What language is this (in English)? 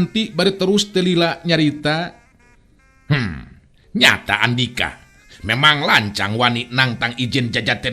Sundanese